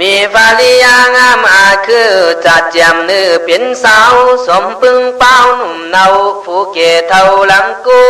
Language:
Khün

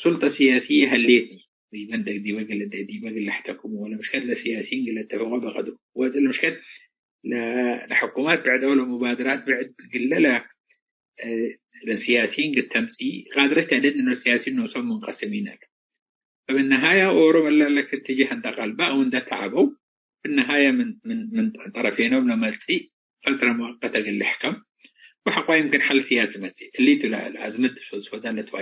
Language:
Tigre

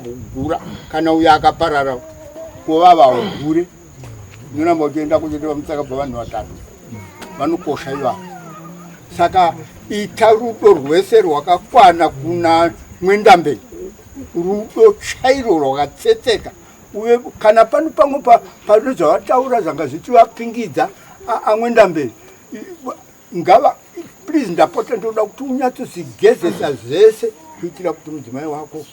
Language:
Shona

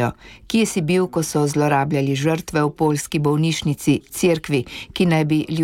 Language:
Slovenian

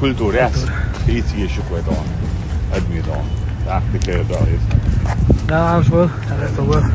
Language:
Chechen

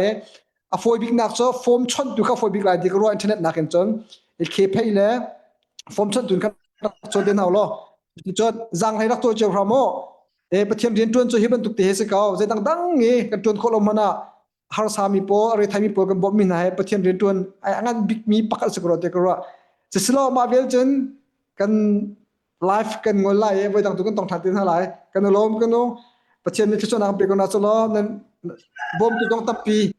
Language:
Hakha Chin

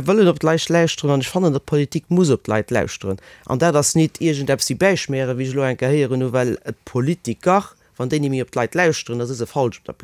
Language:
Luxembourgish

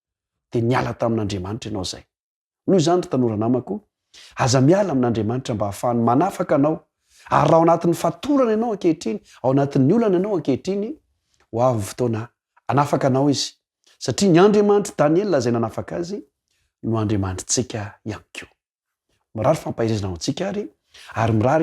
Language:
Malagasy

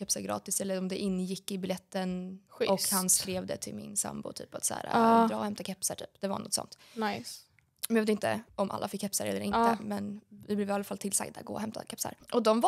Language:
Swedish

